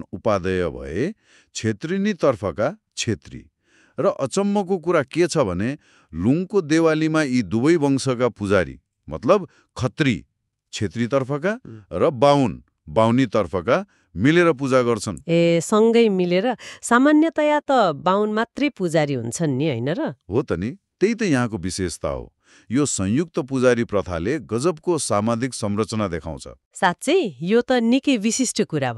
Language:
Nepali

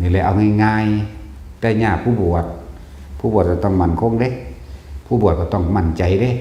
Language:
Northeastern Thai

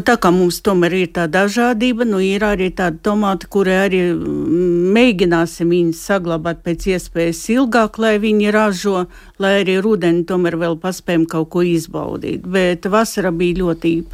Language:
Latvian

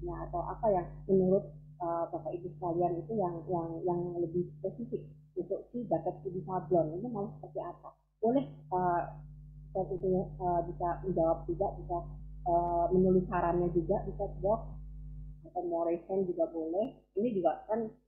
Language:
Indonesian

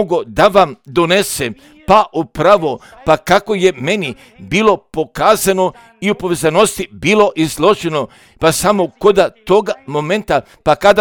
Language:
Croatian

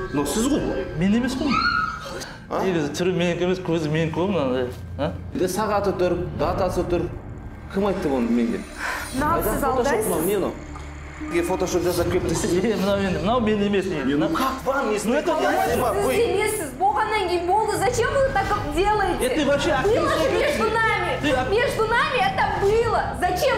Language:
Kazakh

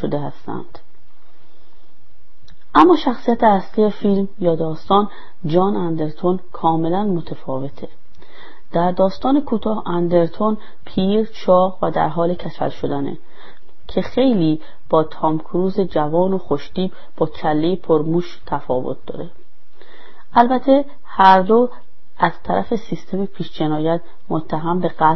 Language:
Persian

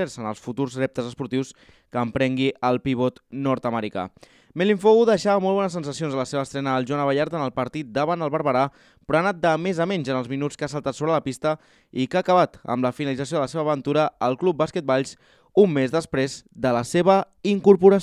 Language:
Catalan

